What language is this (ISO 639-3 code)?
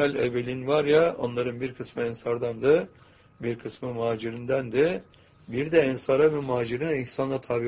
tur